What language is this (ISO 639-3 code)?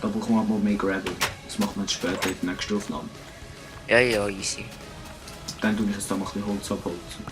gsw